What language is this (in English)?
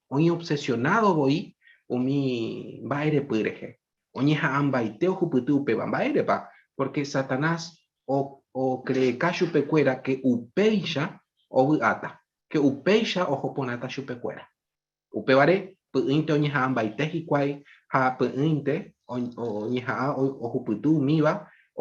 Guarani